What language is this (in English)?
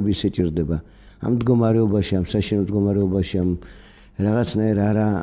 Georgian